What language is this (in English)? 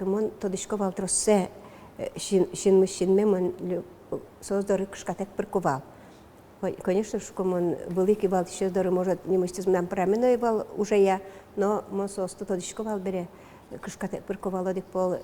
Udmurt